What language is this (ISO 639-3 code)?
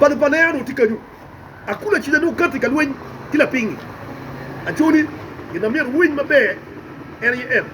ach